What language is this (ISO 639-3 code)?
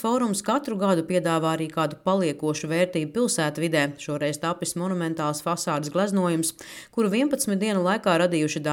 lav